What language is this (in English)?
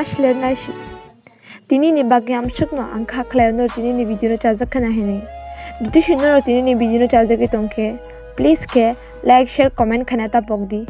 Kok Borok